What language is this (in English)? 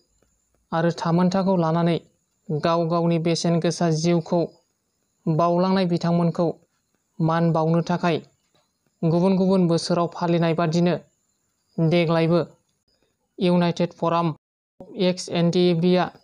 Bodo